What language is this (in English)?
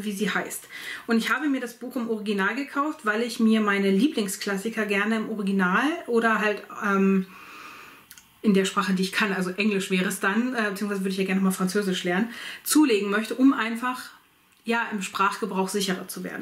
German